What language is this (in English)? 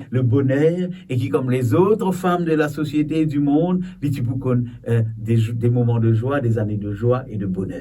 Morisyen